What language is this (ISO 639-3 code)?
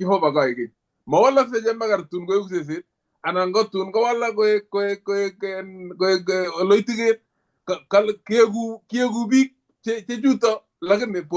kln